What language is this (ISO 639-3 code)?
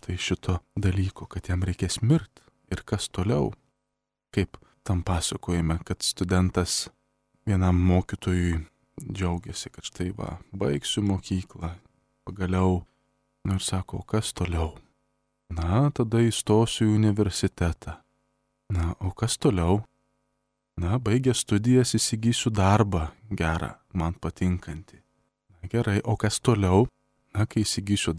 lit